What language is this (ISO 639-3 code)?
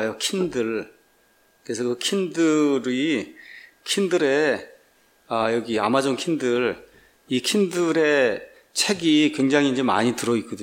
kor